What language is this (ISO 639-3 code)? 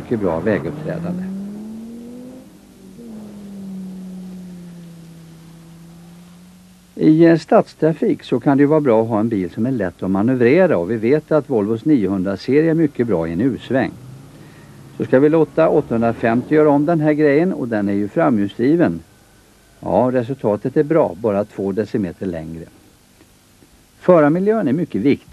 swe